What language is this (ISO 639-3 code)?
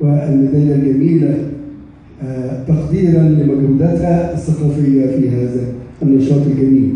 arz